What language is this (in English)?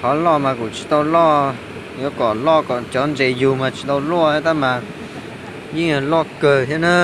Hmong